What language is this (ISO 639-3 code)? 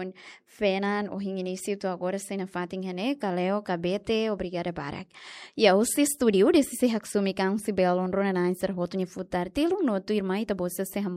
tet